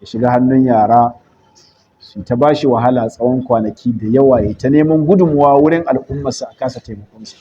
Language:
Hausa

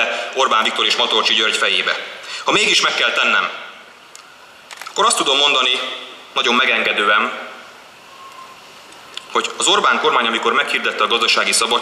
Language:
Hungarian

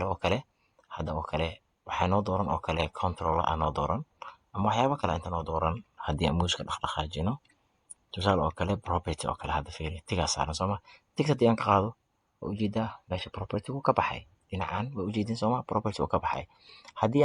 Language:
Somali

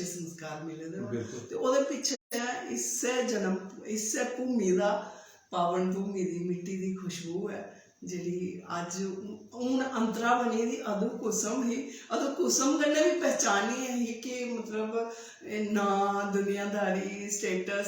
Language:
Dogri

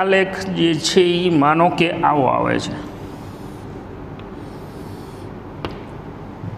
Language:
Gujarati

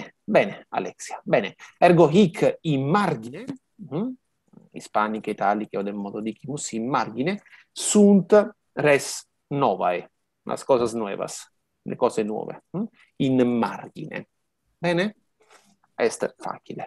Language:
Latin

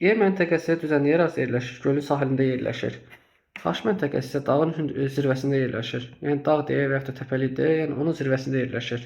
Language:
Azerbaijani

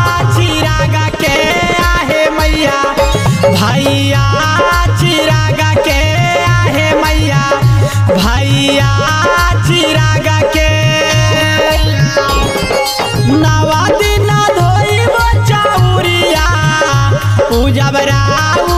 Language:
Bhojpuri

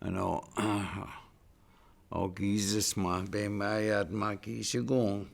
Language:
Chippewa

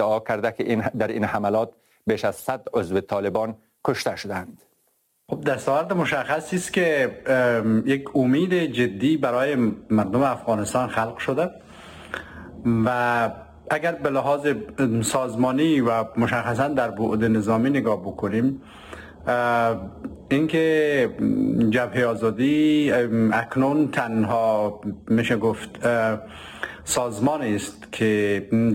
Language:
Persian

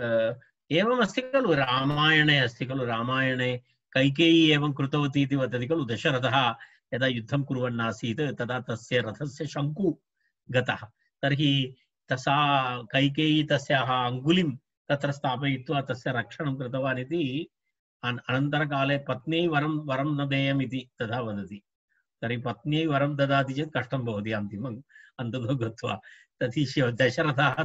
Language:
Sanskrit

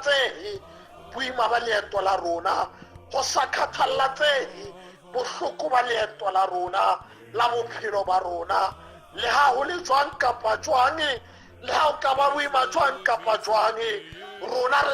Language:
Southern Sotho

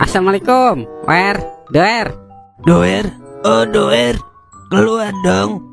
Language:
Betawi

